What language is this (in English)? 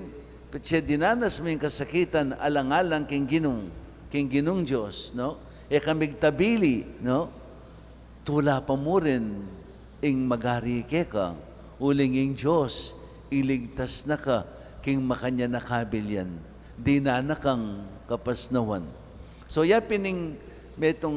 Pampanga